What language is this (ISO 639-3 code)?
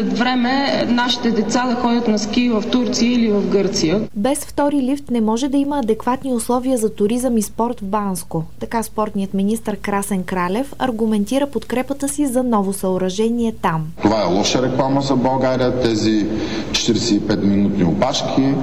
bul